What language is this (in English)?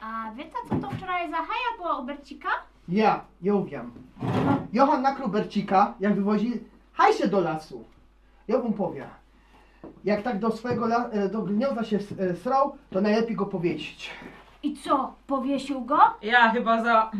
Silesian